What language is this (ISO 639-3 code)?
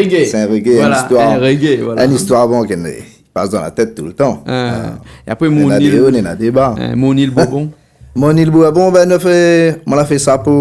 rcf